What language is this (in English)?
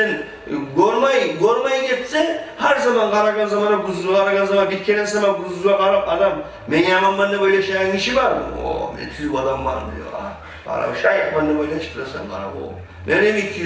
Kumyk